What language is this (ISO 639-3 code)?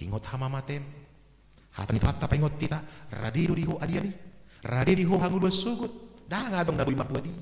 bbc